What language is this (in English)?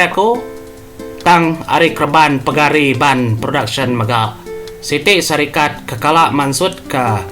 Iban